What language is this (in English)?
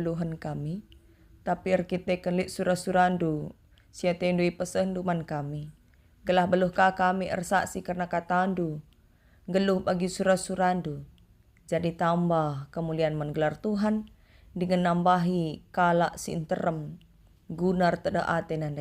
Batak Karo